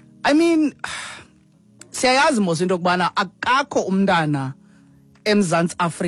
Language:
Xhosa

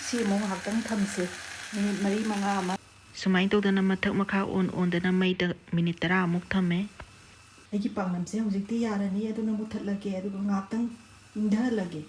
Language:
Manipuri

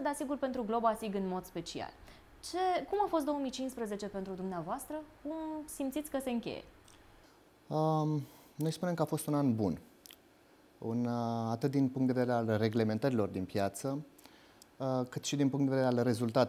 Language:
Romanian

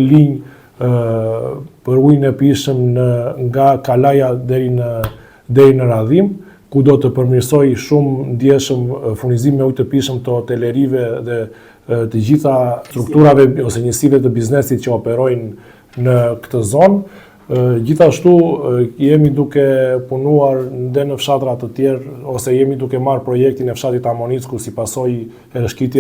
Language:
Albanian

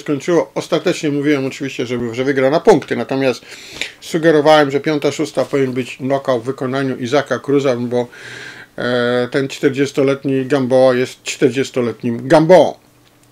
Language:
Polish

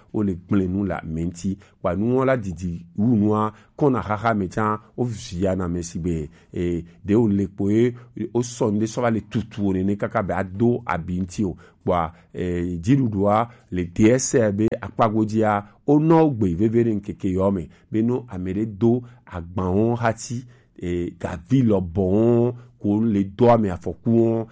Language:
Gen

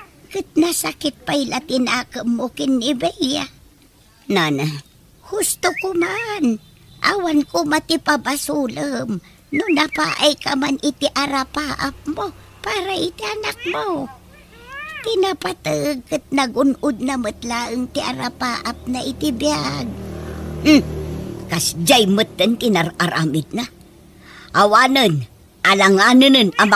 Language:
Iloko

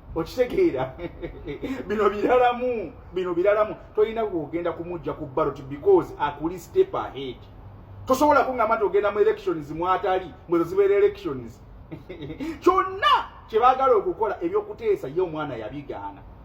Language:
Ganda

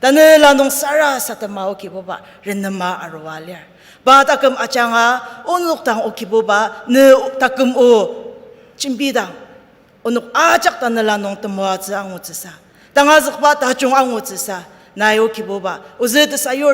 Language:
Ao Naga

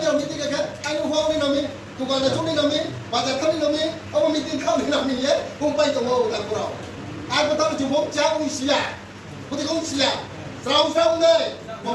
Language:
Riang (India)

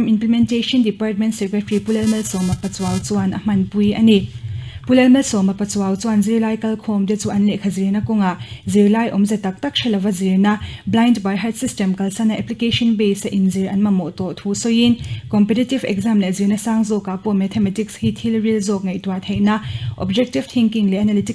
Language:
Mizo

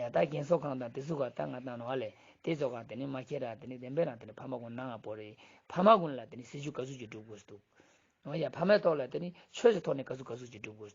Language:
Ladakhi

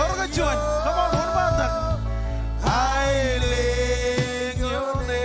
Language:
Marshallese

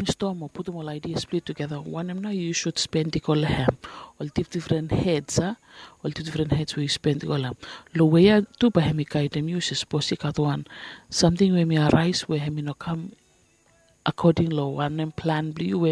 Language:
Bislama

